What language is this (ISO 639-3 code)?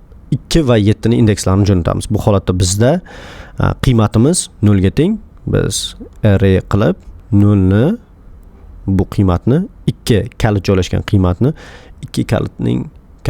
uzb